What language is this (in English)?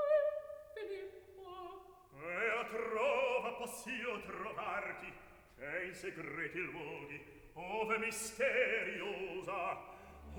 Italian